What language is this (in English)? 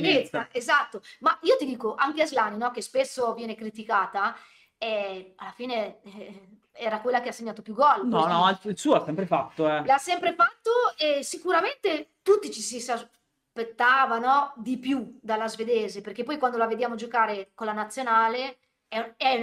Italian